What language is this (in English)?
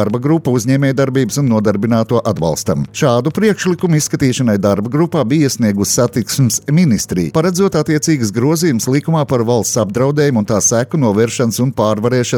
Latvian